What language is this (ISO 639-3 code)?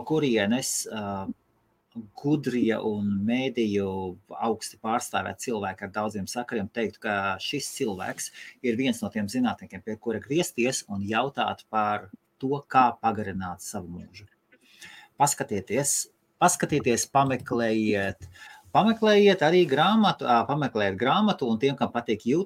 lav